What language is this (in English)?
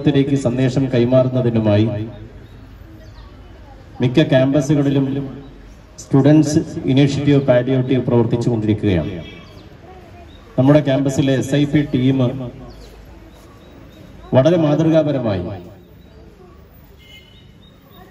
Malayalam